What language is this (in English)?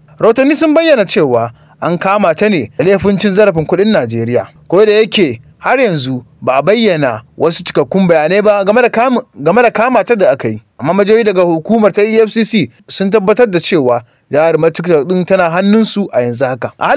Hausa